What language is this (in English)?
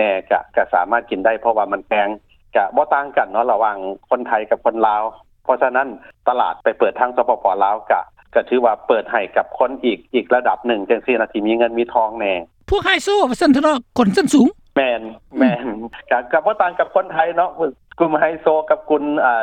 Lao